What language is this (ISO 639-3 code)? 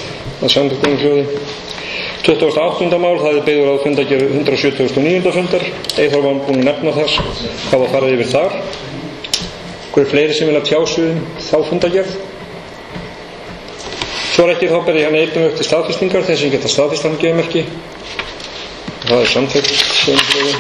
isl